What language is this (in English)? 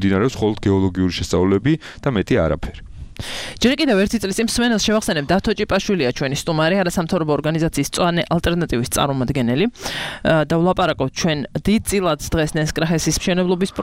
Georgian